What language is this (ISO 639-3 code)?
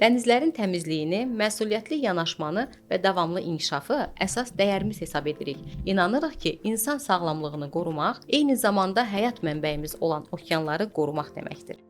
aze